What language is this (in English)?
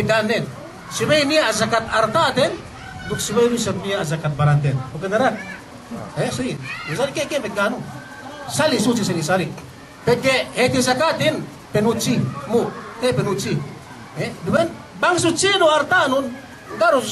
Yakan